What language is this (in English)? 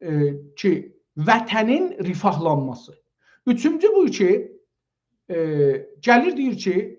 South Azerbaijani